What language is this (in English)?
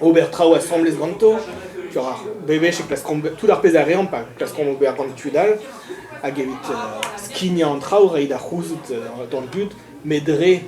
Breton